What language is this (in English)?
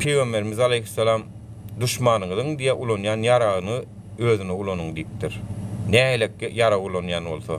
Turkmen